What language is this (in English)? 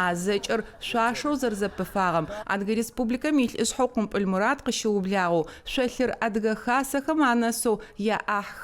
Adyghe